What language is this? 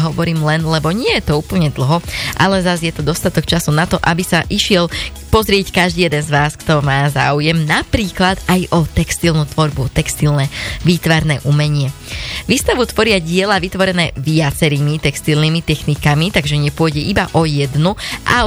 Slovak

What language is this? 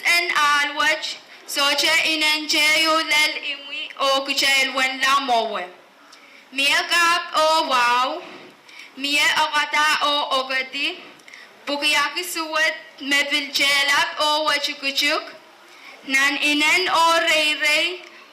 Pohnpeian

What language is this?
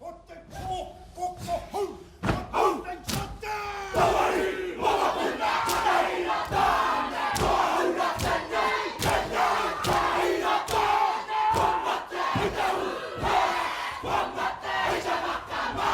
Māori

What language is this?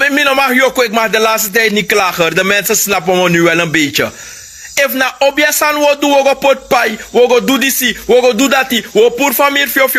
Sranan Tongo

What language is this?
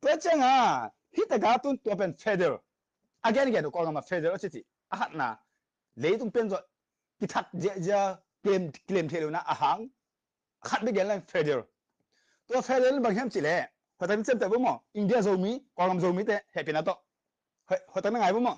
Tedim Chin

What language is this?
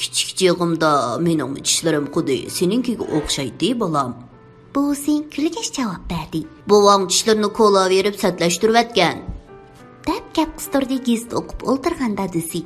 Uyghur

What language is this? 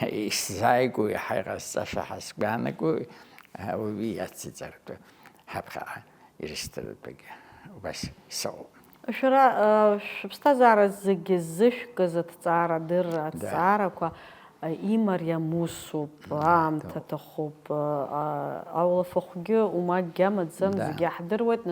Abkhazian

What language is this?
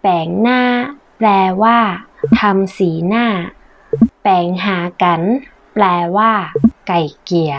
Northern Thai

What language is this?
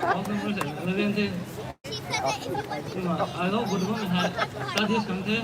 Rongmei Naga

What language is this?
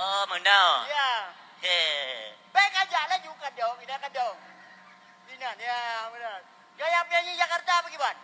Achinese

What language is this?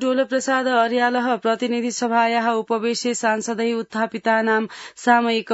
Sanskrit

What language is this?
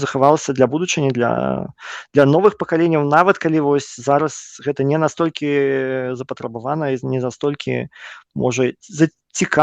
Belarusian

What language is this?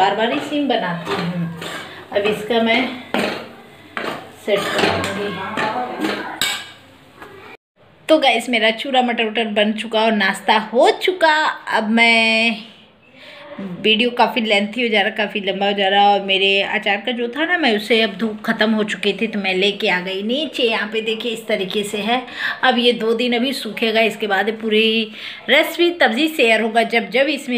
Hindi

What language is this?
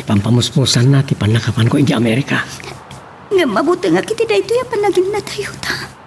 Iloko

